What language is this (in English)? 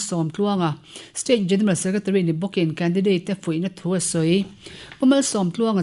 Mizo